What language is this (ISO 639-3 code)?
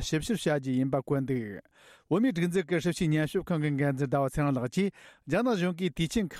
bod